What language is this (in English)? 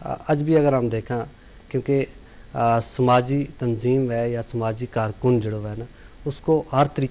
Gujari